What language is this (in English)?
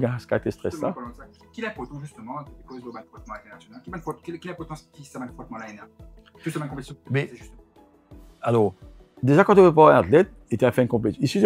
Morisyen